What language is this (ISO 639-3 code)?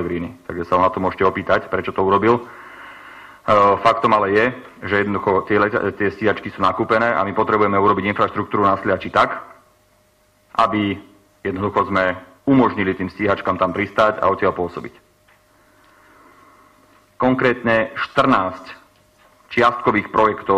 slk